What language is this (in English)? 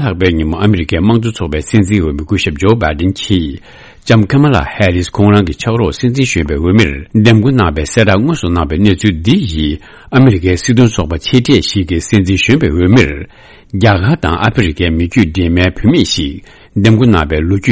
Tibetan